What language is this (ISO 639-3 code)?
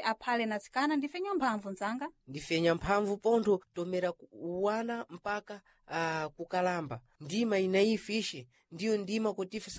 seh